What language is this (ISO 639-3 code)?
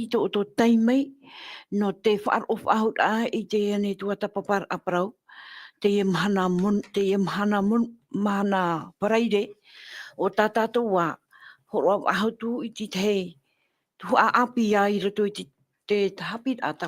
tah